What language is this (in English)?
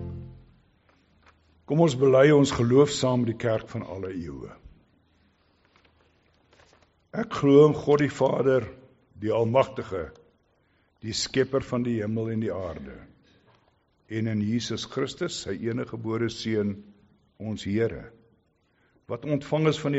Afrikaans